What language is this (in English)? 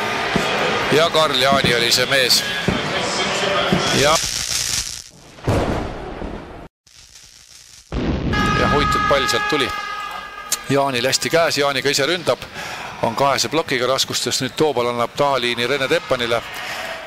Estonian